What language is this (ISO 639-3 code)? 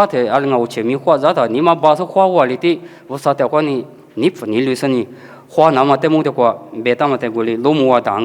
lis